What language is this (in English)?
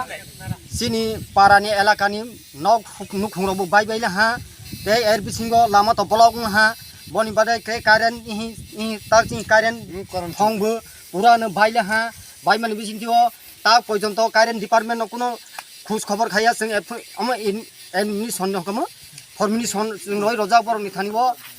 Kok Borok